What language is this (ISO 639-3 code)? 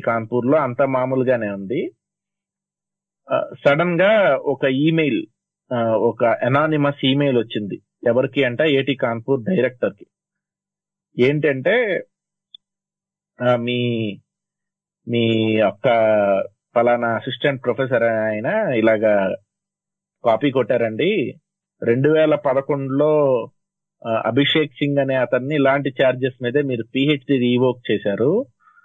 tel